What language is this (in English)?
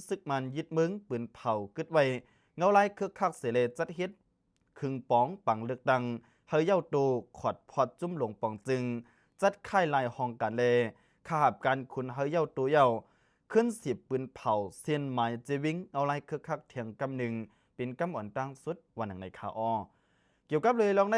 Lao